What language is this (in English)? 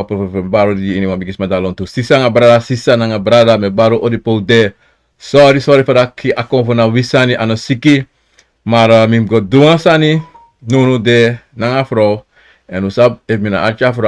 Sranan Tongo